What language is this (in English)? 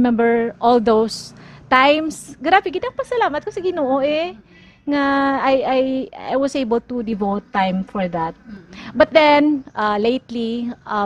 Hiligaynon